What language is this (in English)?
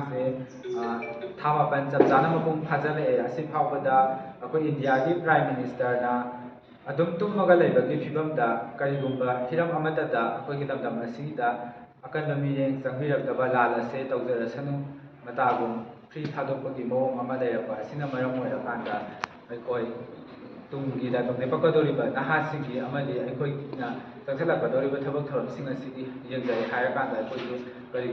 Manipuri